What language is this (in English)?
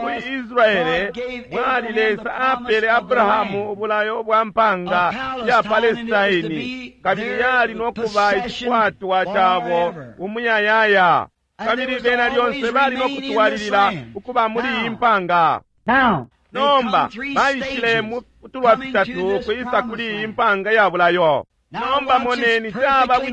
Bemba